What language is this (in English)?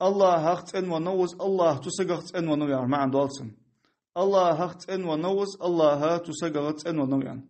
Ingush